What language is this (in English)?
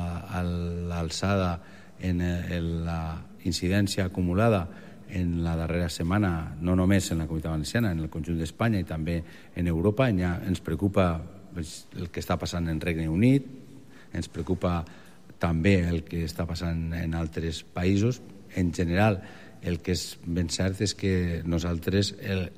Catalan